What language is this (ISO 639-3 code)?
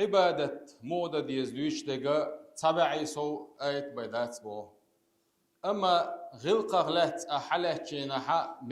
che